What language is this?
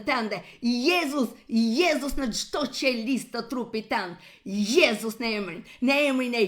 Albanian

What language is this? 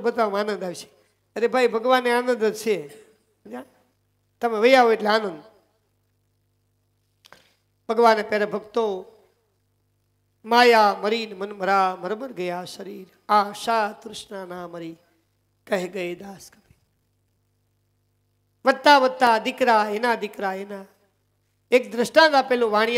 Gujarati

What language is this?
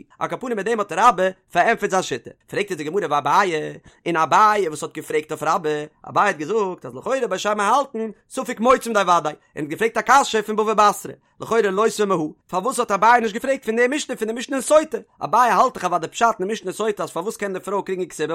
Yiddish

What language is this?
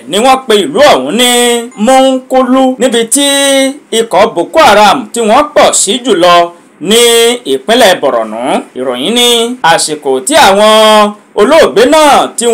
Yoruba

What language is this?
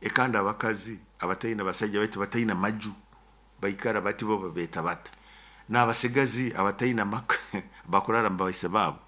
Nyoro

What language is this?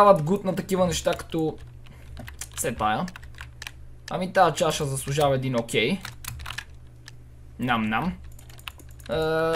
Bulgarian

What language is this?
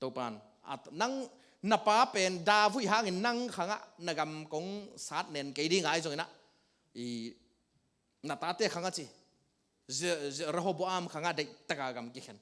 Tedim Chin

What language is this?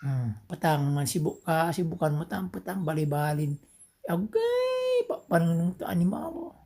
Pangasinan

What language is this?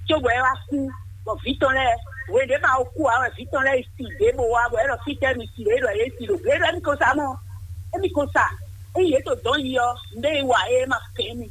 Fon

